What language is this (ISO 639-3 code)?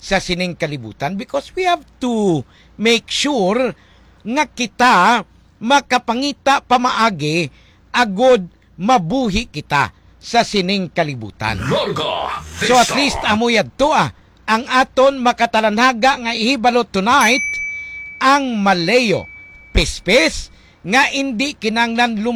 hil